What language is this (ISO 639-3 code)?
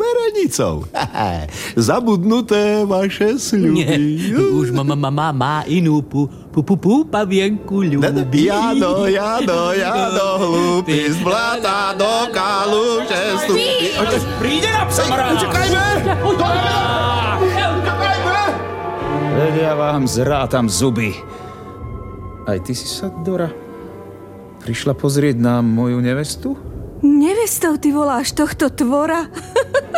slk